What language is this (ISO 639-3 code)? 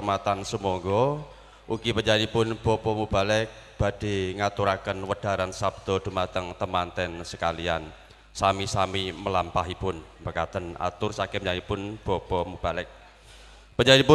jav